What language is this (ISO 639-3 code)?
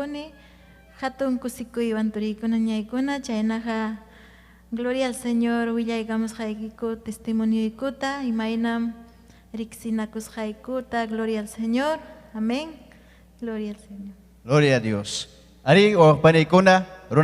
quy